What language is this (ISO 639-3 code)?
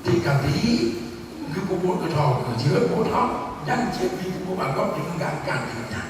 ace